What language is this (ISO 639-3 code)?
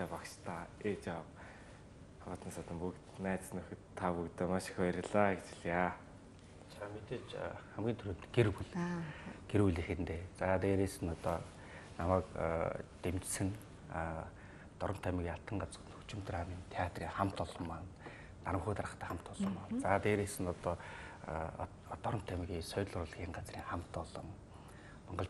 mon